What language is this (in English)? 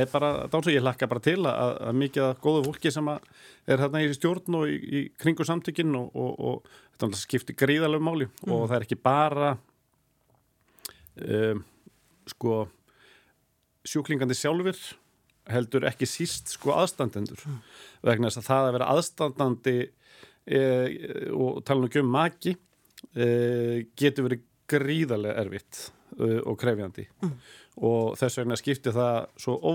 Icelandic